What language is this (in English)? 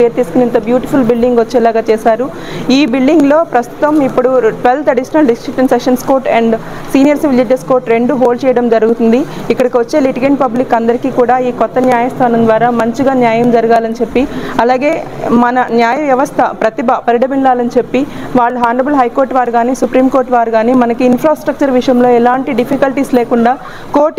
Telugu